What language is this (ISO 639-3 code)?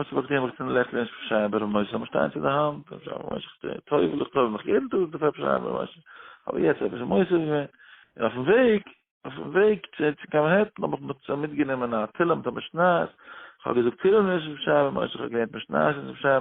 yid